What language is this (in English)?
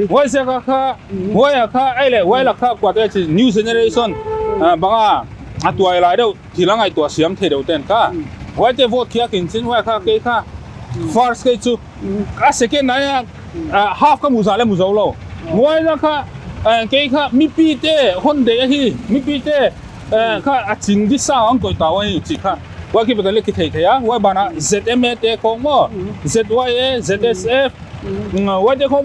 Paite Chin